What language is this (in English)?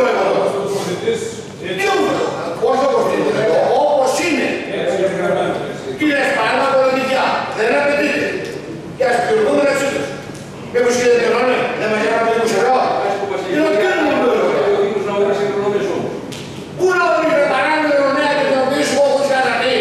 Greek